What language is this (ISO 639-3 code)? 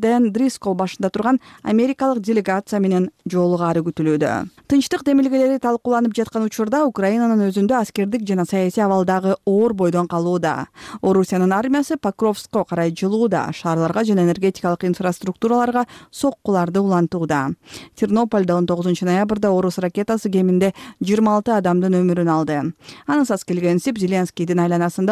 kir